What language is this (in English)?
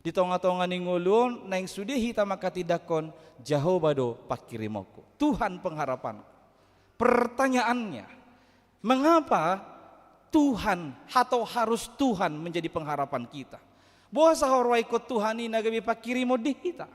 Batak Toba